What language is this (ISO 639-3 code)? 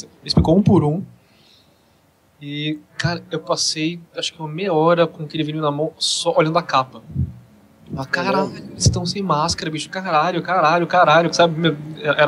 por